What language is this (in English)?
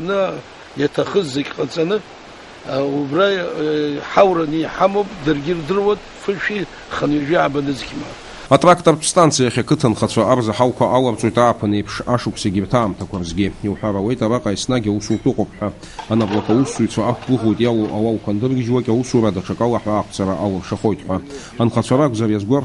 Abkhazian